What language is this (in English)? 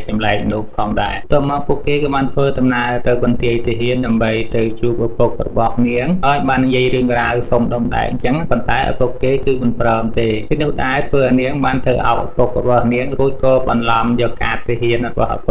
Khmer